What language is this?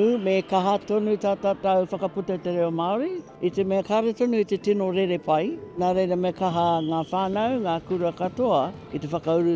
Māori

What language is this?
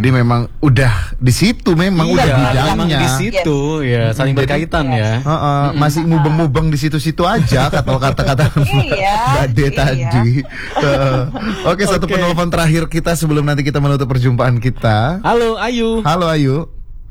Indonesian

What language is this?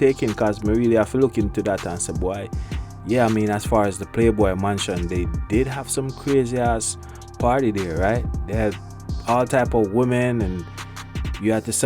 Jamaican Creole English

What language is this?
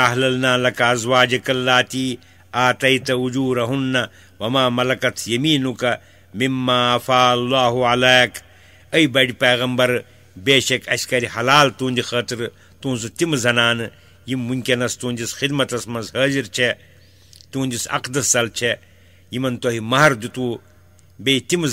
Kashmiri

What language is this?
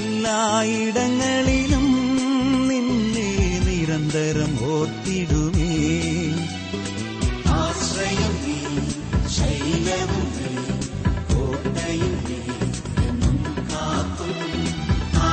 Malayalam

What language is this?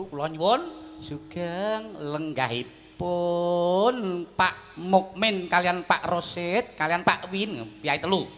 Javanese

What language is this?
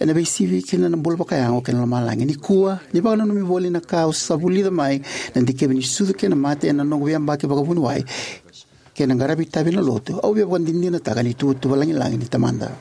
Fijian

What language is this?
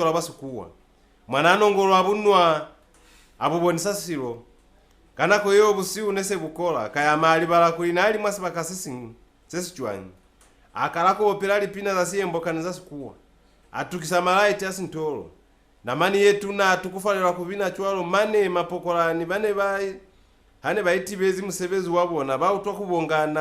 Lozi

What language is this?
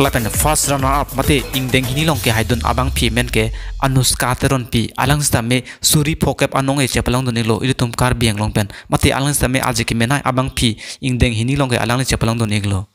Karbi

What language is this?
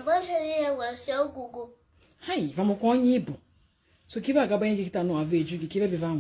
Igbo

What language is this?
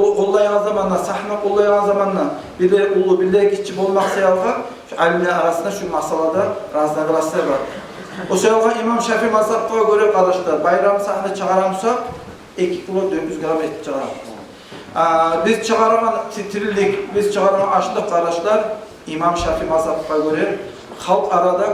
Kumyk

